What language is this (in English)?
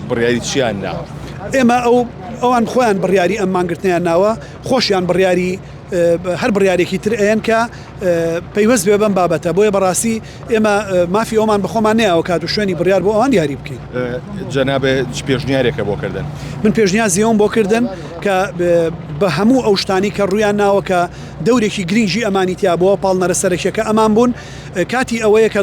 Central Kurdish